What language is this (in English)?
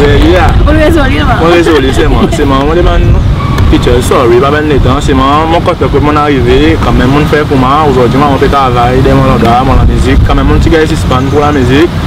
Seselwa Creole French